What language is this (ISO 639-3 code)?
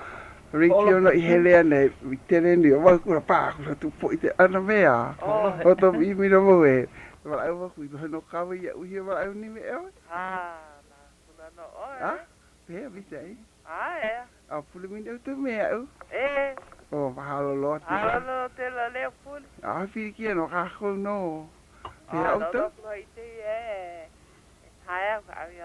haw